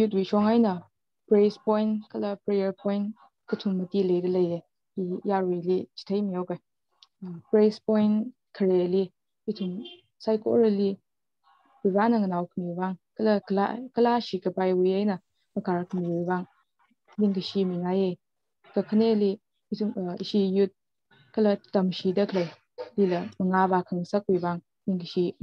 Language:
Tangkhul Naga (India)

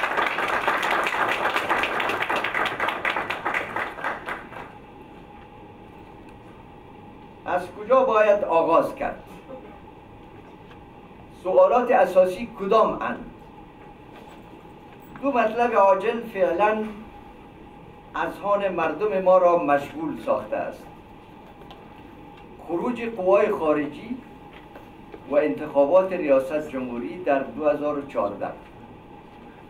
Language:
Persian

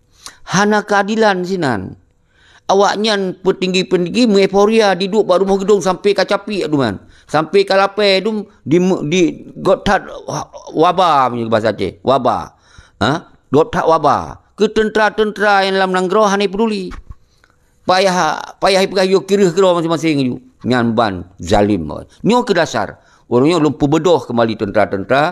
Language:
Achinese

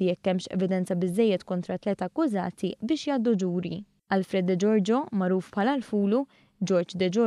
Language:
Maltese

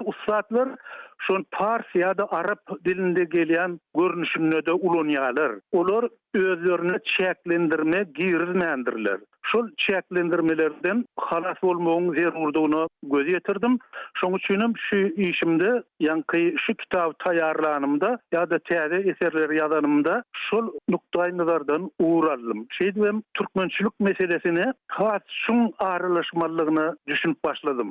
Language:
Turkmen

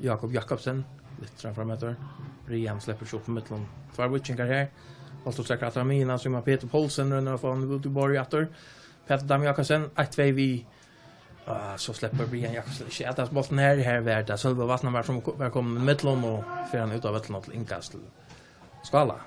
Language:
Faroese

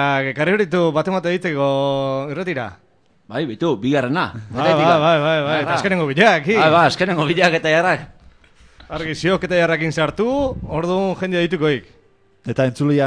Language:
Basque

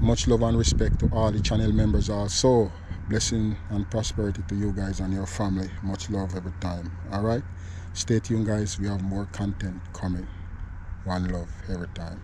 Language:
Jamaican Creole English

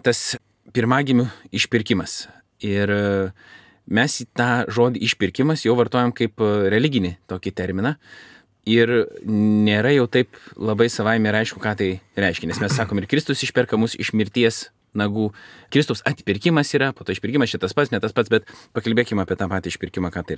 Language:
Lithuanian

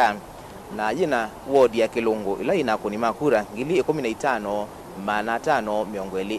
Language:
Kamba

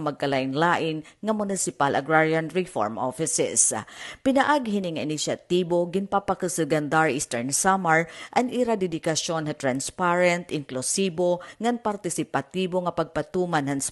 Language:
Waray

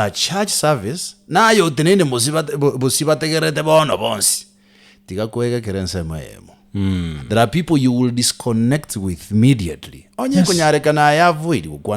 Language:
Gusii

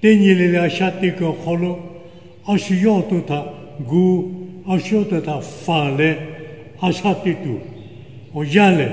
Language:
Lahu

